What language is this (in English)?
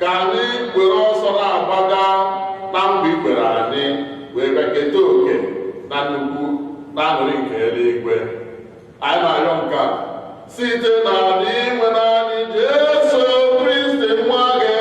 Igbo